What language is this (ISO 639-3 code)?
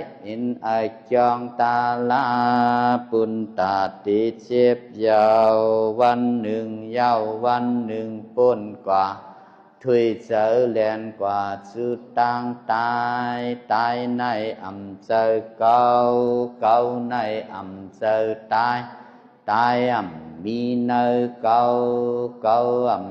shn